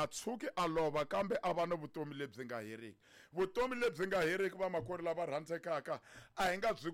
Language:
Tsonga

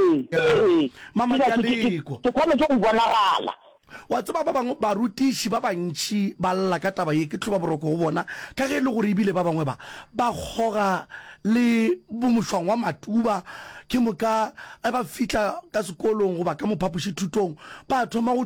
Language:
Northern Sotho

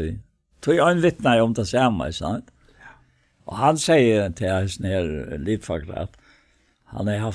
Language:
Faroese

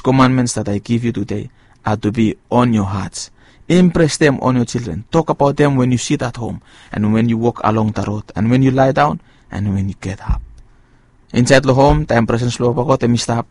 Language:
Bislama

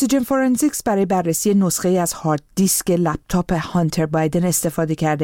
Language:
Persian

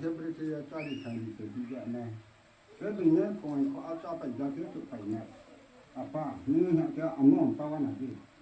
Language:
Riang (India)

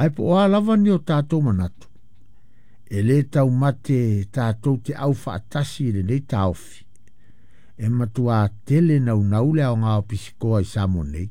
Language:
Samoan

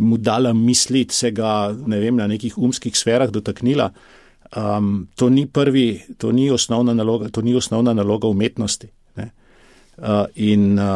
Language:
Slovenian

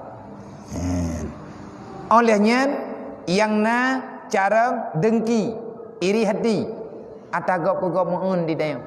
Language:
Achinese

